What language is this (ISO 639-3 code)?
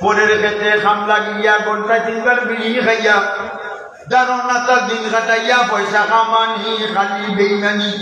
syl